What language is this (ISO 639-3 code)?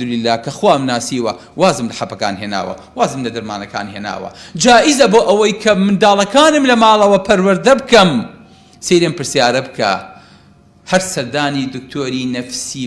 ckb